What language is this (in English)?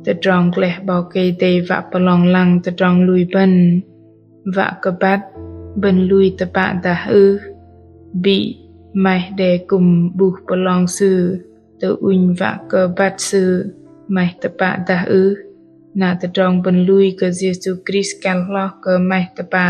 Bahnar